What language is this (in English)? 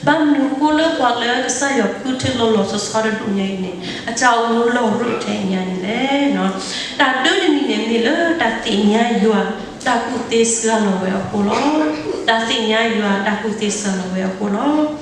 S'gaw Karen